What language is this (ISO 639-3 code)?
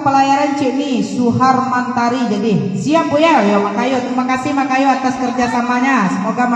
min